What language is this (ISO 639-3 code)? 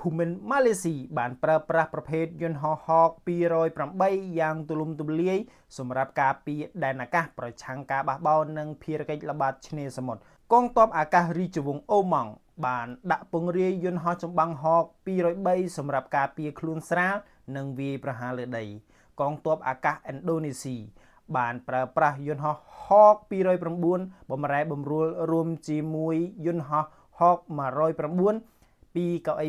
khm